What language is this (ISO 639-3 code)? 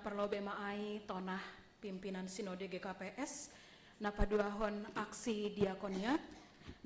bts